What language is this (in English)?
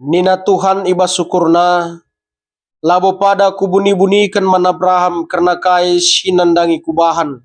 Batak Karo